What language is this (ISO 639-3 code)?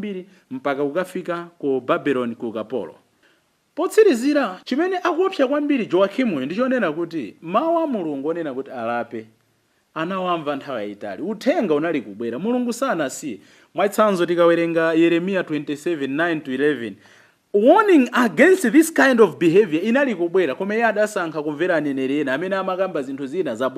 nya